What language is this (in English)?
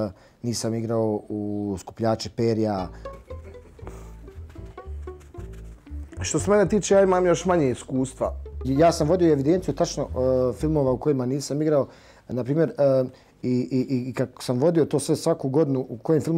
Bosnian